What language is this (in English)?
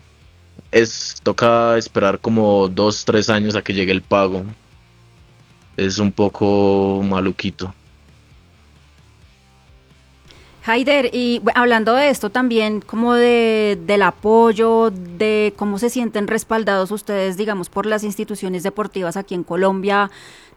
Spanish